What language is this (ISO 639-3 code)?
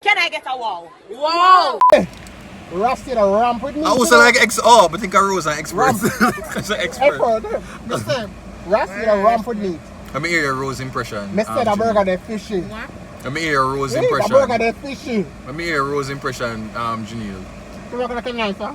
jam